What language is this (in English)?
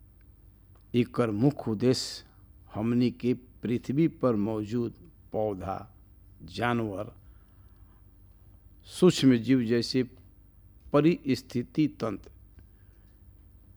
Bhojpuri